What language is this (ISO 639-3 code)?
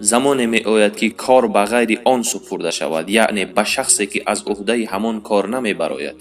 tgk